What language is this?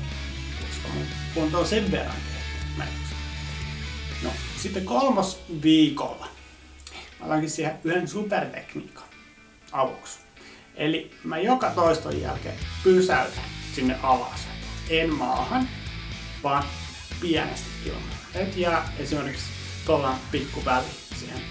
Finnish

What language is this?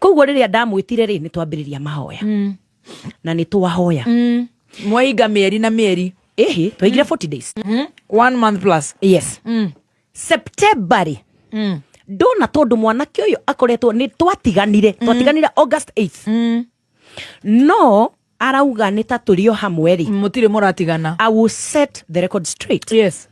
Kikuyu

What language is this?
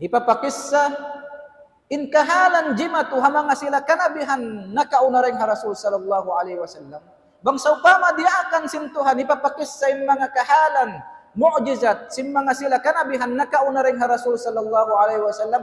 Tausug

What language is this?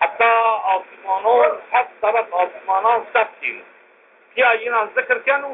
Zaza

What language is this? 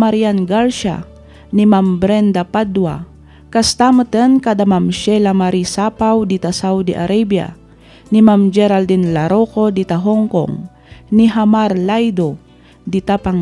Iloko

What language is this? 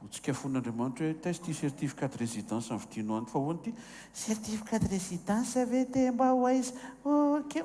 Malagasy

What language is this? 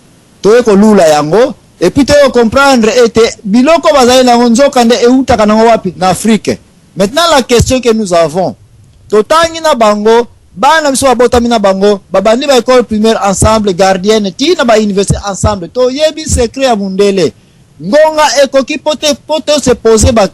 Lingala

